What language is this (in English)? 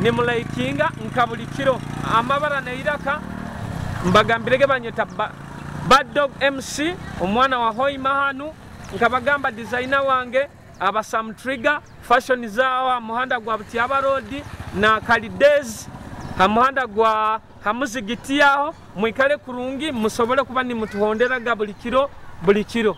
Nyoro